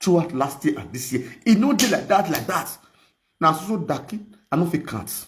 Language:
Nigerian Pidgin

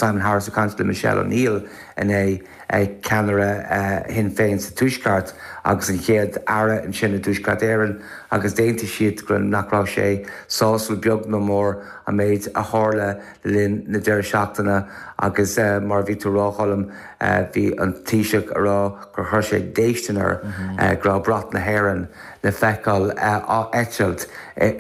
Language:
Irish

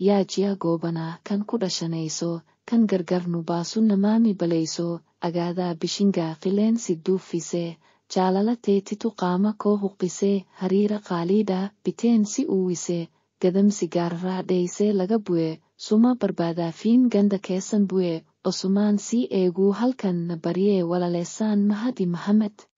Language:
Oromo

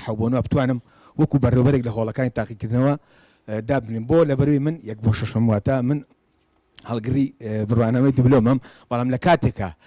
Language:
Central Kurdish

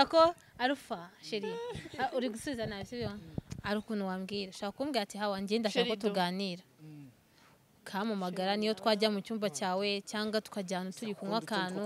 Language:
Kinyarwanda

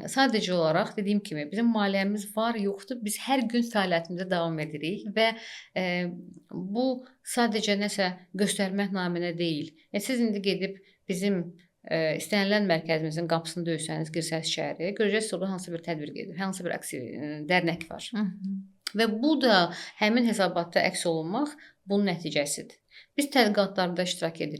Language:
Azerbaijani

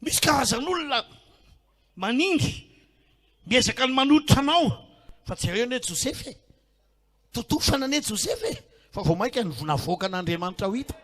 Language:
Malagasy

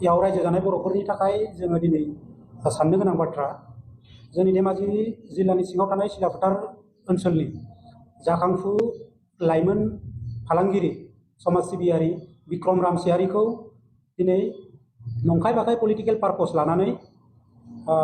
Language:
Bodo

